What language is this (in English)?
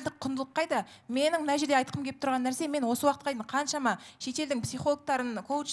Kazakh